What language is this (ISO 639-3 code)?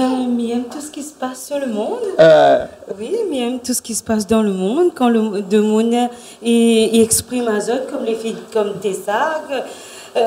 rcf